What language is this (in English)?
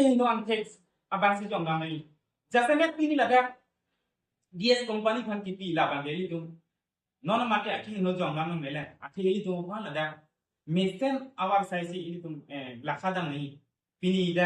Karbi